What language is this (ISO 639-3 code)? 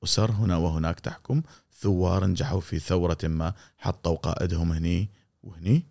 afb